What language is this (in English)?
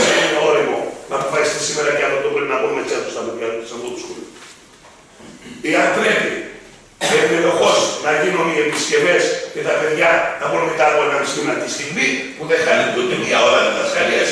Greek